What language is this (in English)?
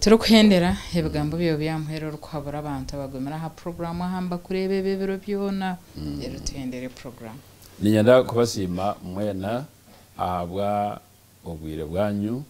Nyankole